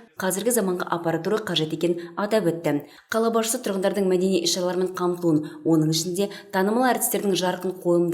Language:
Kazakh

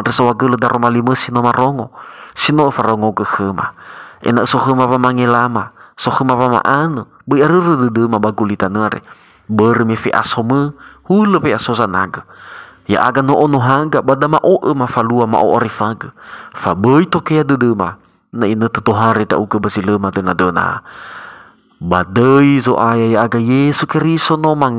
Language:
Nias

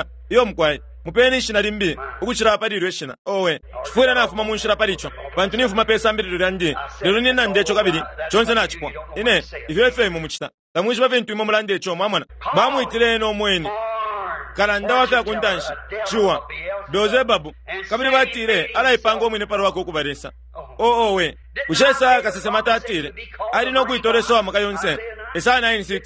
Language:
Bemba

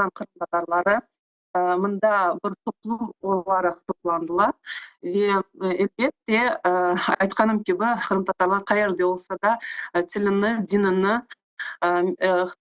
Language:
Crimean Tatar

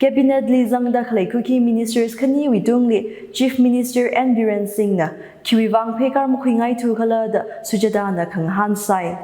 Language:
Tangkhul Naga (India)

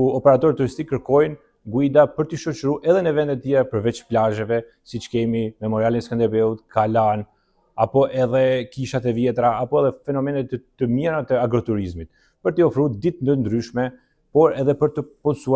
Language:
Albanian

